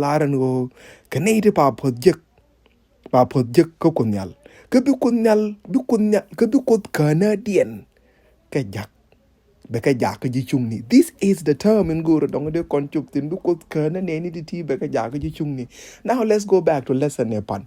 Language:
Nuer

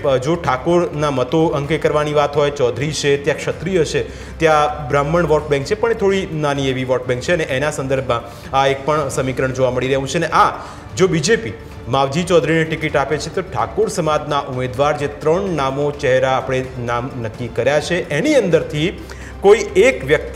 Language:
Gujarati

